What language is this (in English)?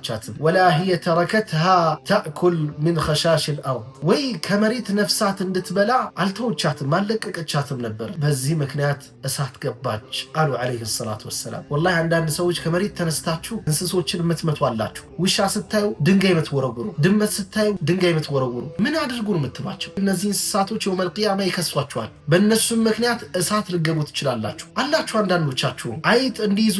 Amharic